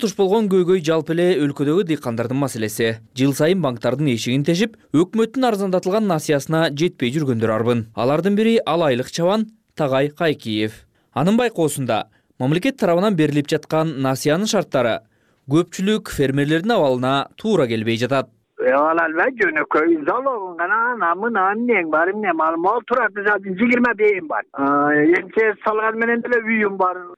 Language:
Kyrgyz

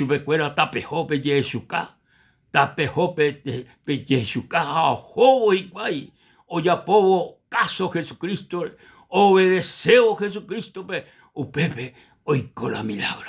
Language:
Guarani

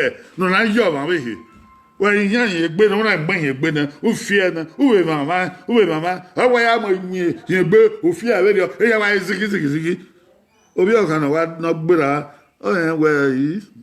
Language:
Bini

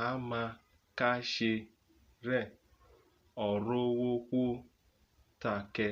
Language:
Urhobo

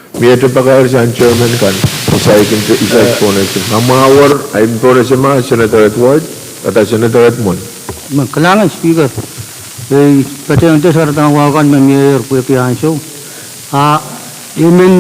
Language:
Pohnpeian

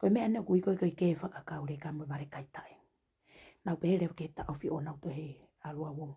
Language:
Tongan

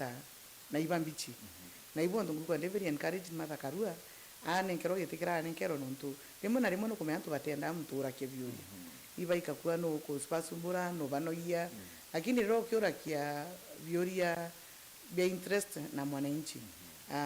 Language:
Meru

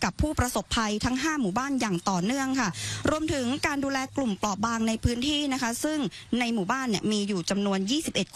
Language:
Thai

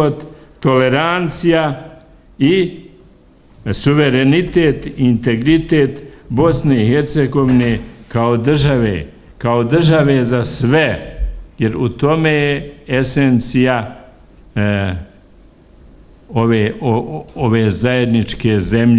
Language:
Bosnian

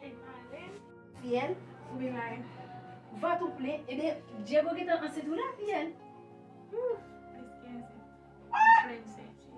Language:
Haitian Creole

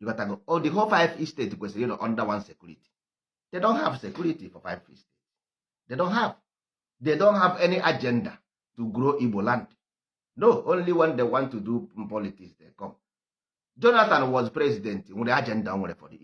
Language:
Igbo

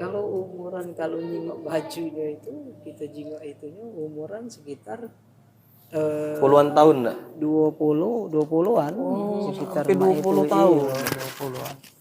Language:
Musi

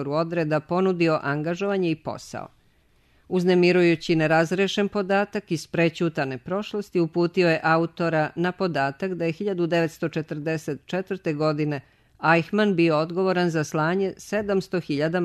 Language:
Serbian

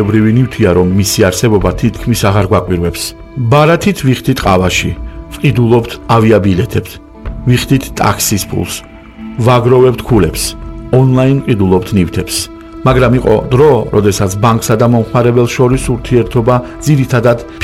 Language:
Georgian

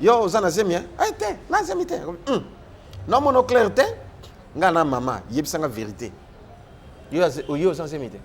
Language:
Lingala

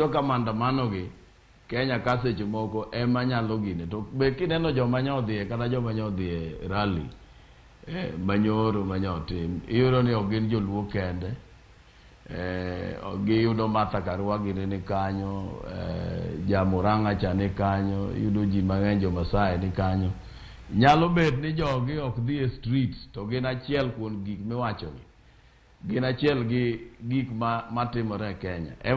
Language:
Luo (Kenya and Tanzania)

